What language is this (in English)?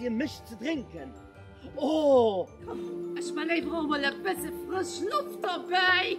Luxembourgish